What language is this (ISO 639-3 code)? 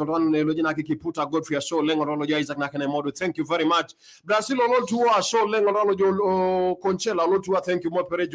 mas